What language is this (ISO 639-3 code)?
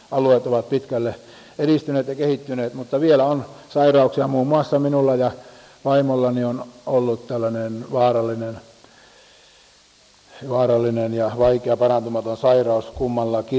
fin